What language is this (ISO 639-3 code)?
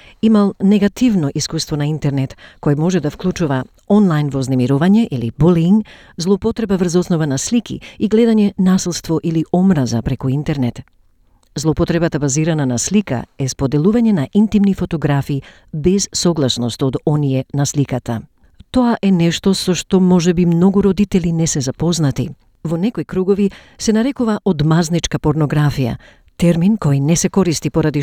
mkd